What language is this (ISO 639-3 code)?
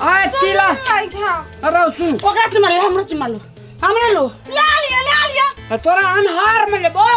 mai